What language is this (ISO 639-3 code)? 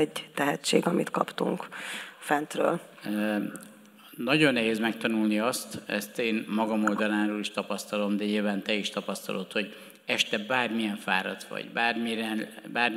hun